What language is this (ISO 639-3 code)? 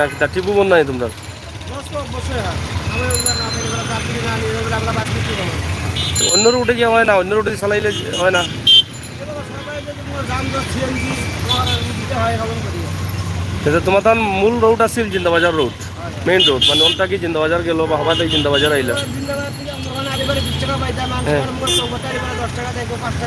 syl